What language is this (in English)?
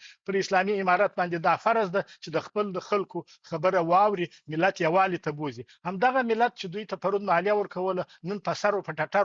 Pashto